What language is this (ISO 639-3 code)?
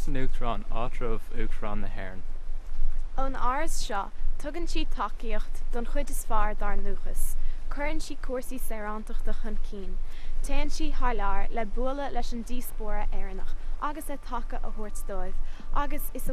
gle